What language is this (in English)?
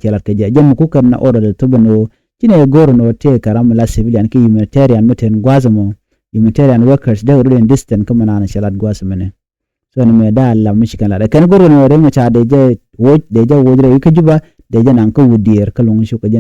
Nuer